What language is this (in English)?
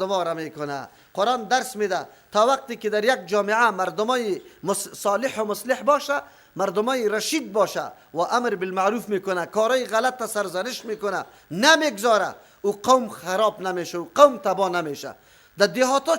Persian